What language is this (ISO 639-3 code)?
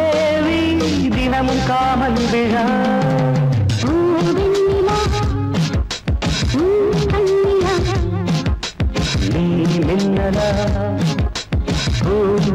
tam